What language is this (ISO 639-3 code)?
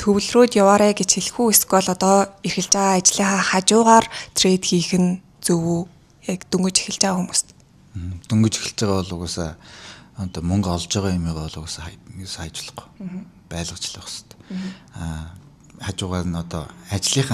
mon